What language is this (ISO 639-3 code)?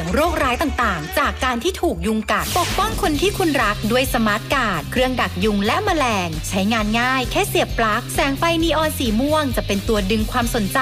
tha